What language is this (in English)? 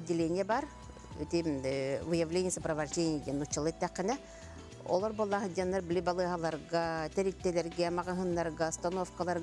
Yakut